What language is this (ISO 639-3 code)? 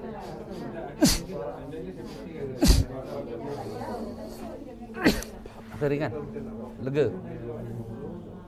msa